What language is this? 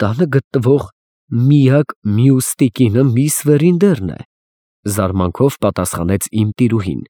Armenian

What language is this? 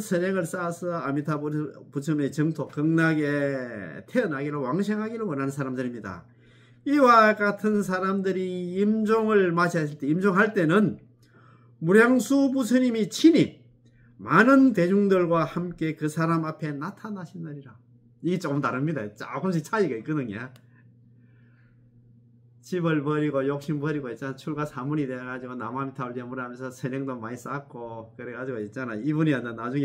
Korean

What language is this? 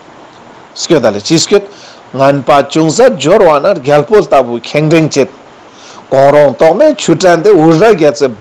Ladakhi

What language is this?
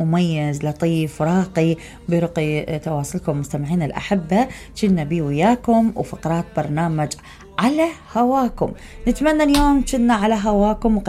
Mesopotamian Arabic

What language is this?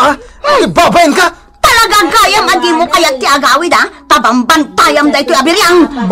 Iloko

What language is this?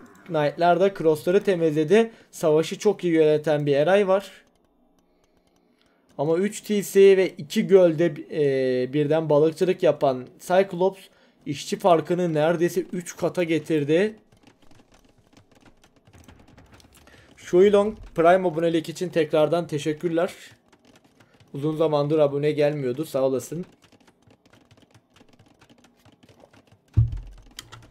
Turkish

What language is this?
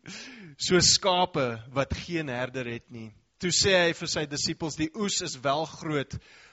Afrikaans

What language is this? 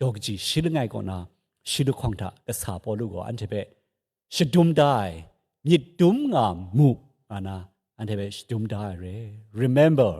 Kachin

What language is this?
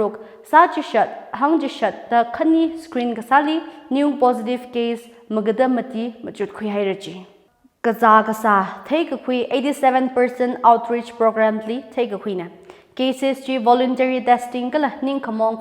Tangkhul Naga (India)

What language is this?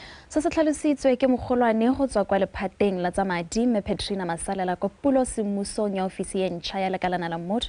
Tswana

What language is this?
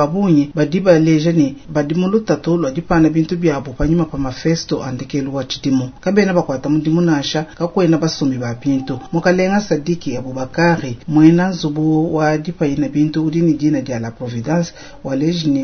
Luba-Lulua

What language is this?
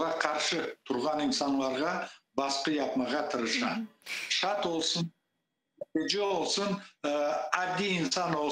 Crimean Tatar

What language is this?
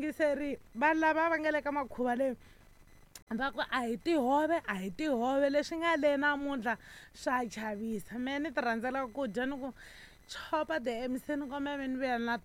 Tsonga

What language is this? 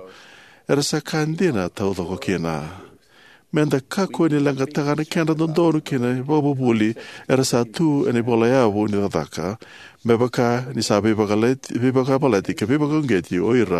Fijian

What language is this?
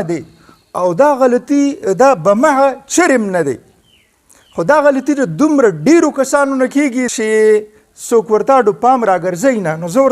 Pashto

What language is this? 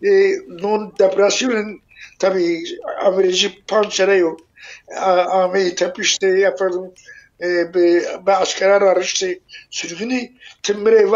Zaza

